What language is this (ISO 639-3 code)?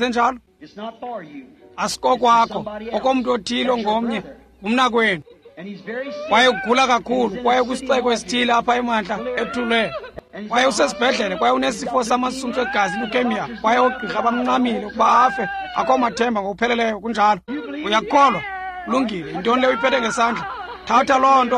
xho